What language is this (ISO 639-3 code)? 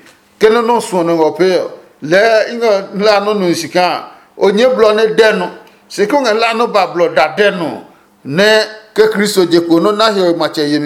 ada